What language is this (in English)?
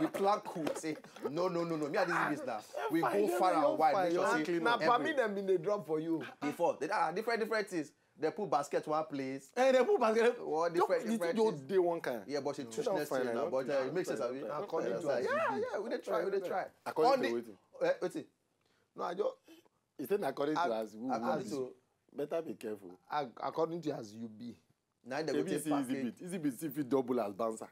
Nigerian Pidgin